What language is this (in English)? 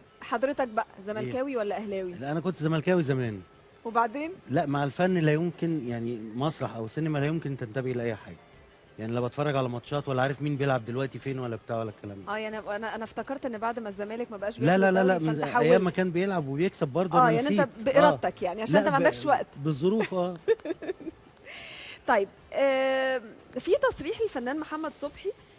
Egyptian Arabic